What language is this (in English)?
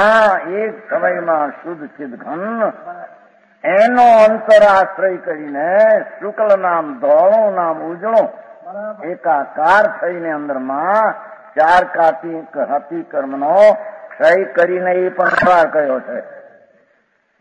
Gujarati